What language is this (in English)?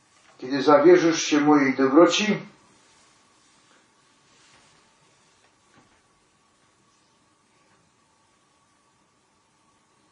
Polish